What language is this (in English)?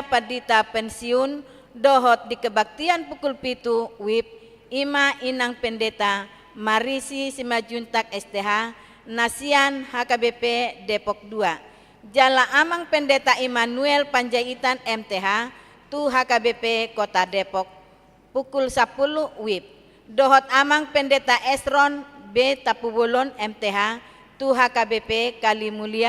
Batak Toba